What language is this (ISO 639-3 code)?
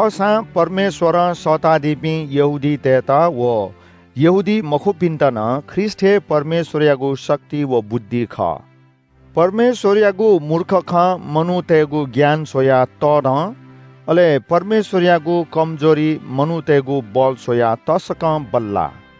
new